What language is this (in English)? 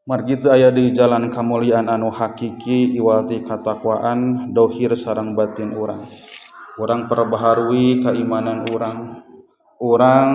Sundanese